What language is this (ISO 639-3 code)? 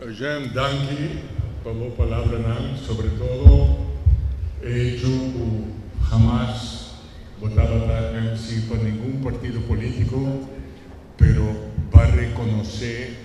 pap